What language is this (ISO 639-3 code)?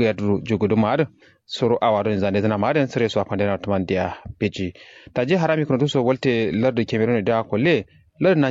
kau